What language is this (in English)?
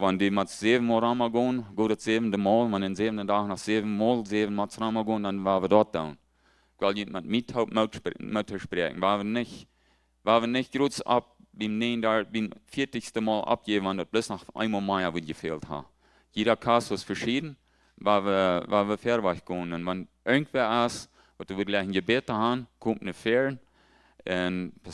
Plautdietsch